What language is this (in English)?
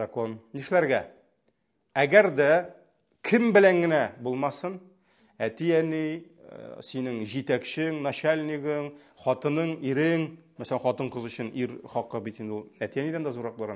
Tatar